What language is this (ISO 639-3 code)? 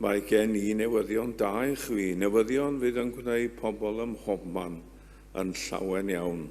cym